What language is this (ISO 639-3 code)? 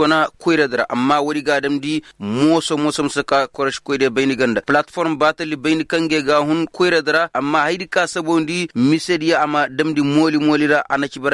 ses